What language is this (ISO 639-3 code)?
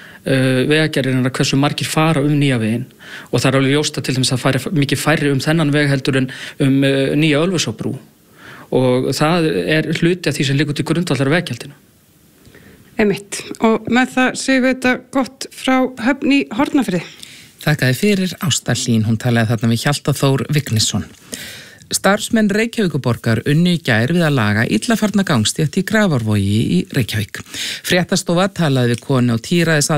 isl